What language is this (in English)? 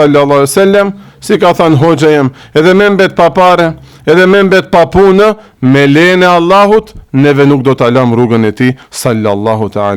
Albanian